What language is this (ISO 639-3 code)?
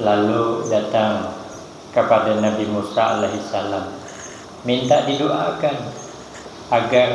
bjn